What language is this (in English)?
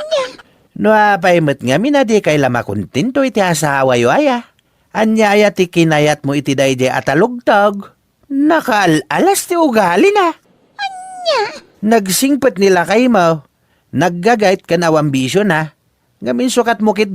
Iloko